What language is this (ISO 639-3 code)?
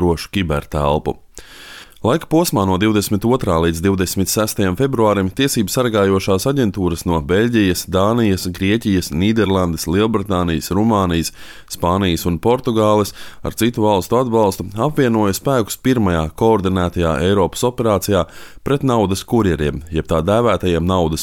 lav